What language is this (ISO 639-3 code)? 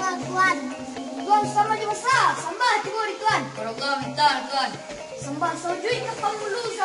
min